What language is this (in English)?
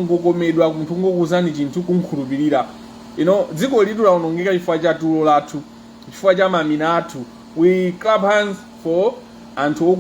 Nyanja